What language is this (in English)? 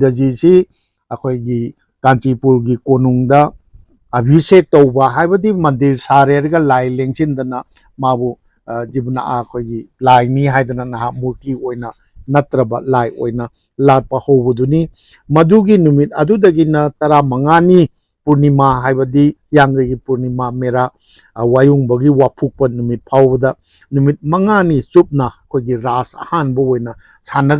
Manipuri